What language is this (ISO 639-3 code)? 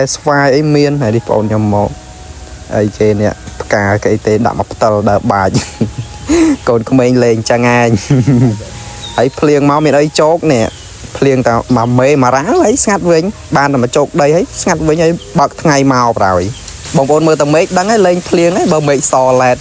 khm